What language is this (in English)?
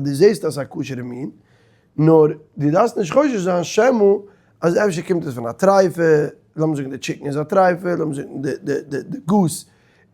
Yiddish